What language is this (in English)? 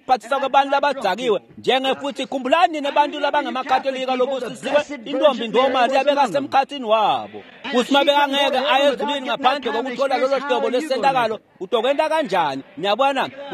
Swati